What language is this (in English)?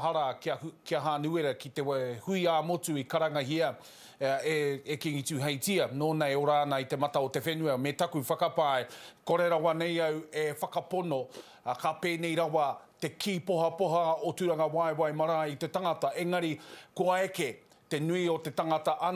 Māori